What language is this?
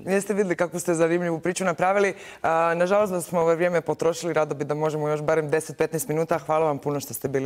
Croatian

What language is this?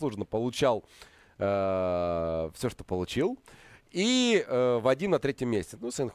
Russian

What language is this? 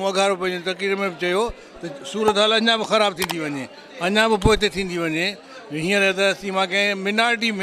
Sindhi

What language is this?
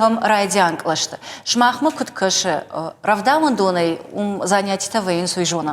Ossetic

